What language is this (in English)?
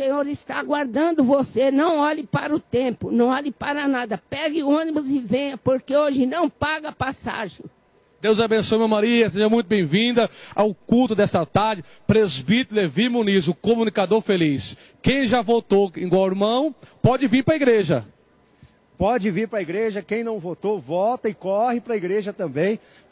Portuguese